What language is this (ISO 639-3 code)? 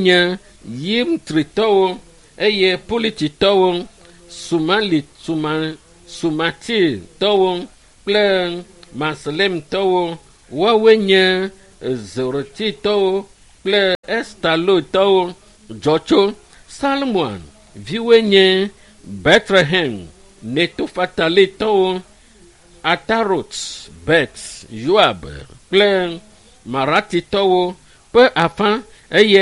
ewe